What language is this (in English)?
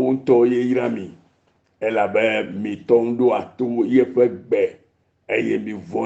Ewe